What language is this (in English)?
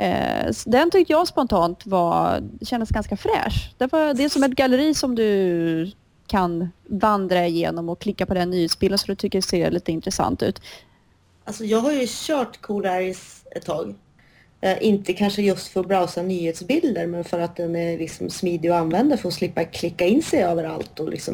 Swedish